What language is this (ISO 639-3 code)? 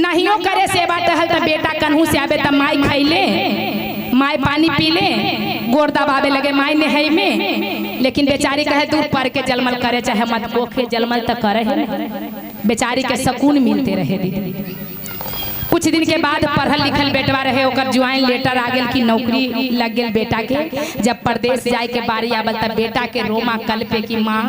mag